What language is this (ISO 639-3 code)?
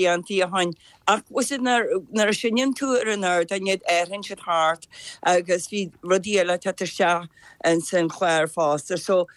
gle